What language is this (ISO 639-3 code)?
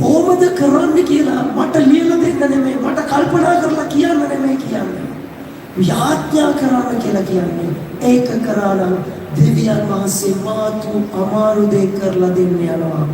sin